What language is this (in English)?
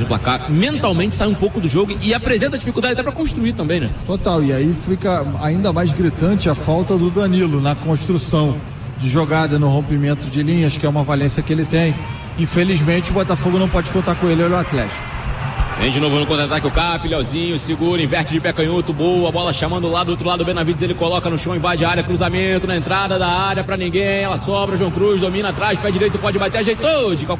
Portuguese